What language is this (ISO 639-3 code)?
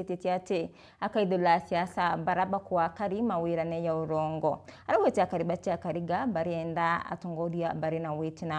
mer